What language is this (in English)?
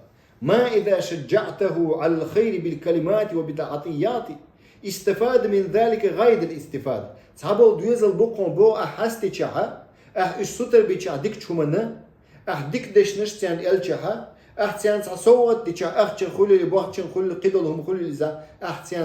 Chechen